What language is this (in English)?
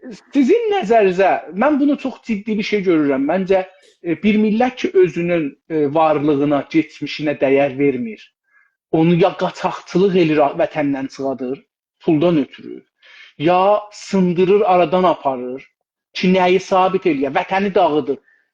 South Azerbaijani